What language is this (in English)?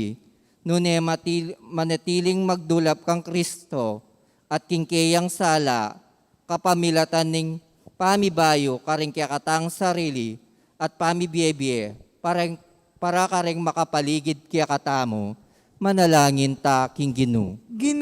Pampanga